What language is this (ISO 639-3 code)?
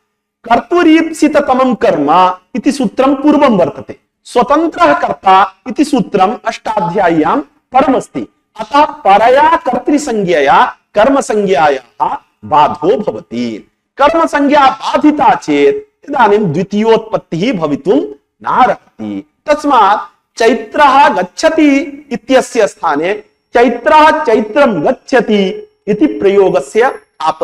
san